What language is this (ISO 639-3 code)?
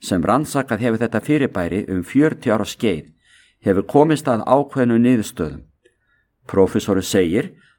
isl